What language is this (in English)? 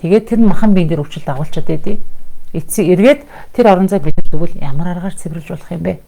Mongolian